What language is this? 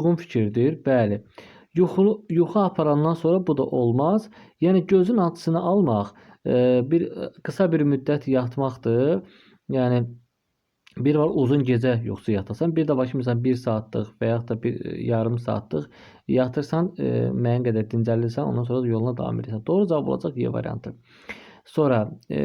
Azerbaijani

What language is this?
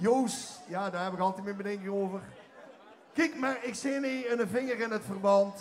Limburgish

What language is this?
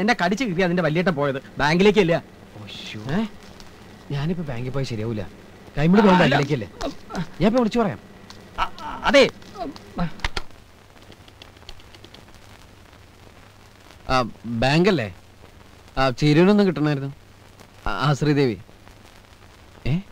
Malayalam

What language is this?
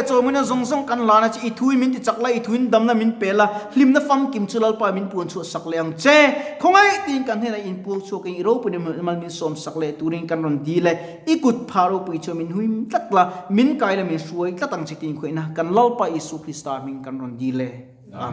Mizo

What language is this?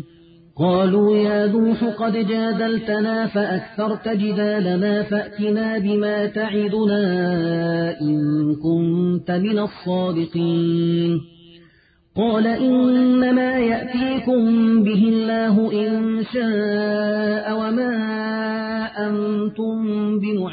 Arabic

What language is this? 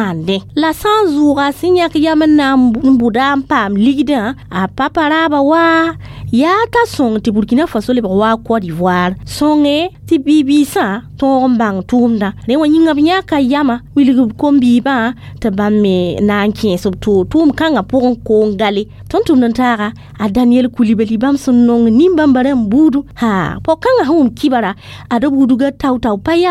Mossi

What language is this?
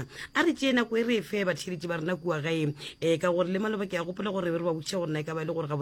Northern Sotho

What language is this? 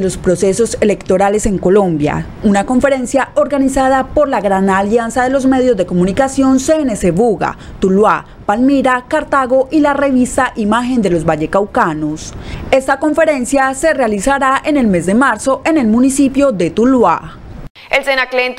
Spanish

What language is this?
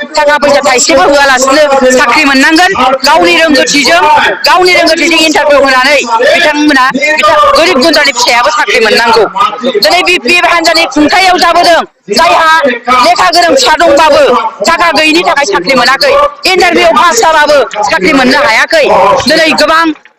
Bodo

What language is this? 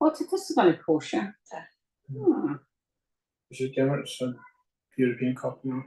Irish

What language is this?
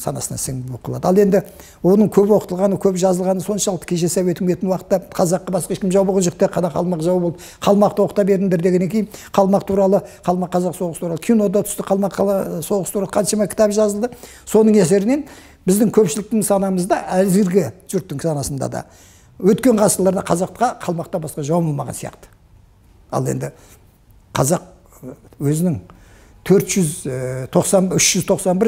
Kazakh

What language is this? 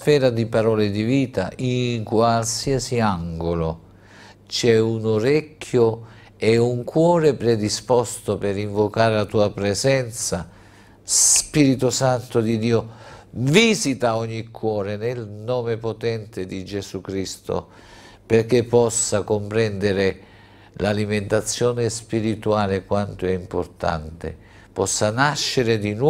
Italian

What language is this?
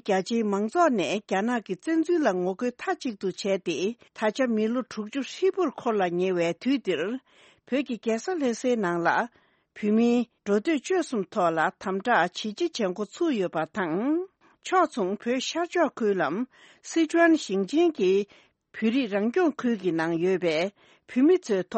Tibetan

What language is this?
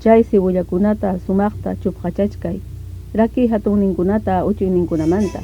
Ayacucho Quechua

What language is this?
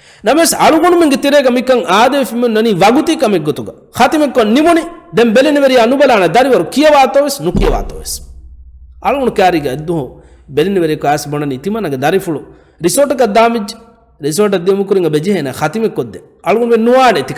Divehi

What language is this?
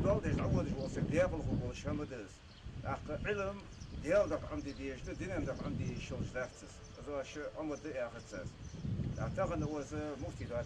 Ingush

